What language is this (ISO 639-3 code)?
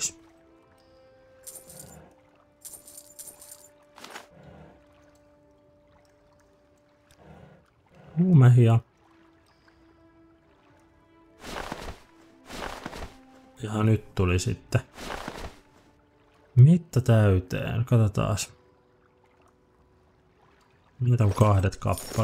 fin